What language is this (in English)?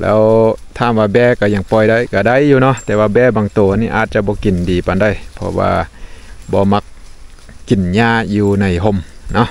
Lao